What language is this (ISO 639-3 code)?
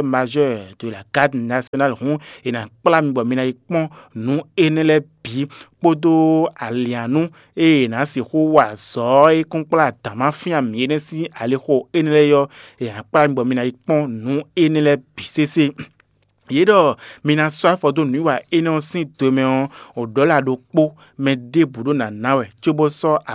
fon